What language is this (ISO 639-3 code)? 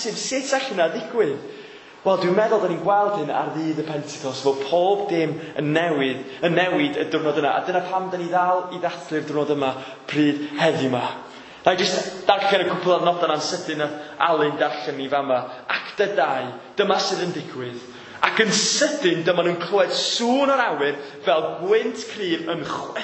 cym